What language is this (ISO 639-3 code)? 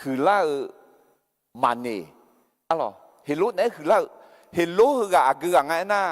ahk